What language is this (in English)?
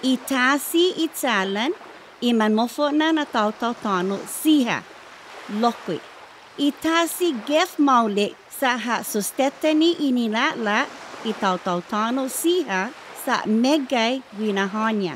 Chamorro